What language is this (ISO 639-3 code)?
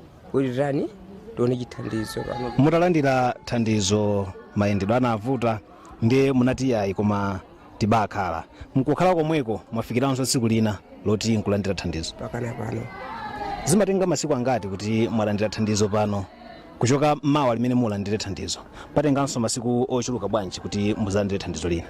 nya